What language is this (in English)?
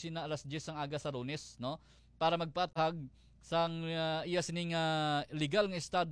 Hiligaynon